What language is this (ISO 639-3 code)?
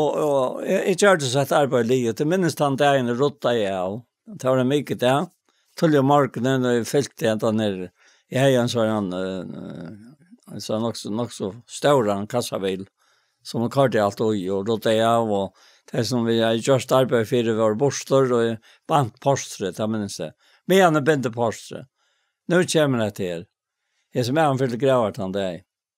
fao